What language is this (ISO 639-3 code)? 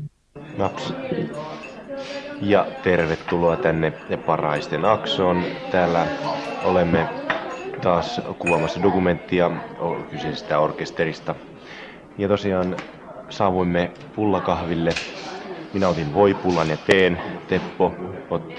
fin